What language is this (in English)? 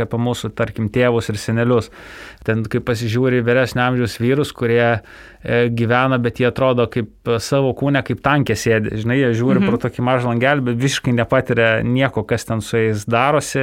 Lithuanian